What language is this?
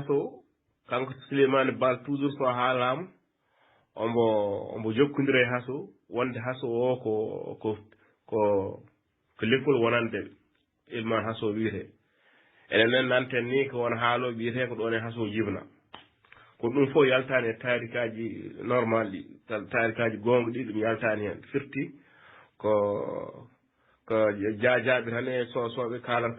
Fula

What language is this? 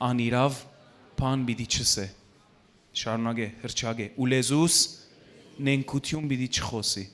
Western Armenian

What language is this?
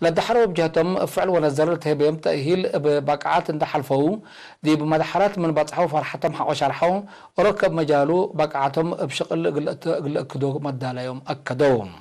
Tigre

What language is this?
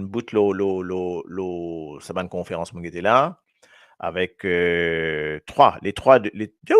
Morisyen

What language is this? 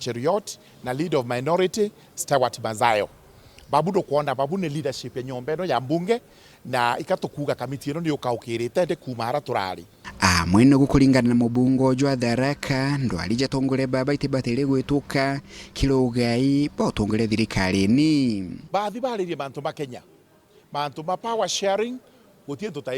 Meru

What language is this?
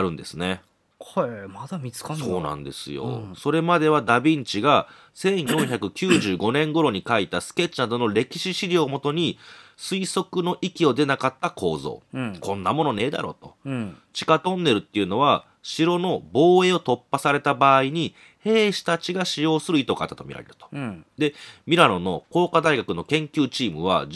Japanese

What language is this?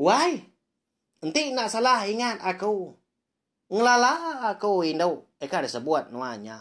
Iban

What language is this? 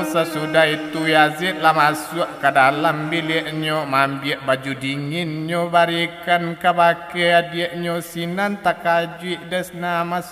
Minangkabau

